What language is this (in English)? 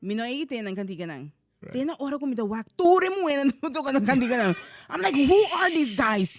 Papiamento